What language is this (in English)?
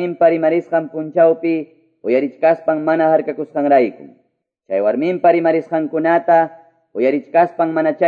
Quechua